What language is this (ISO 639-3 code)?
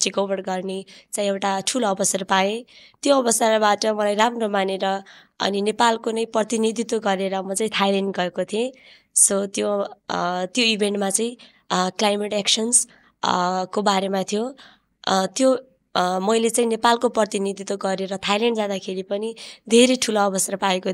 nep